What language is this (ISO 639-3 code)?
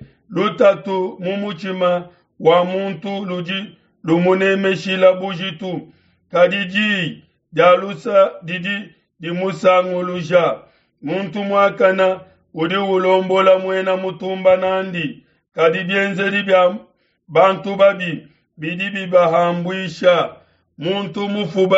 lua